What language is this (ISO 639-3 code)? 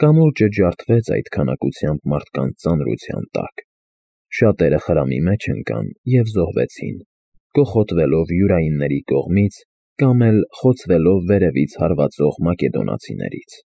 hye